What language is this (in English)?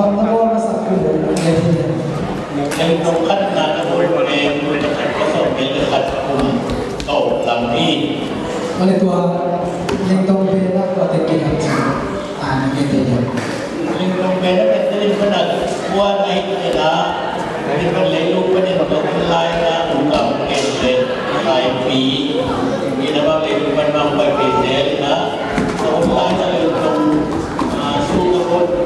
Tedim Chin